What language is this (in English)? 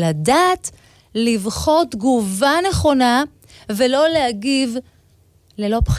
Hebrew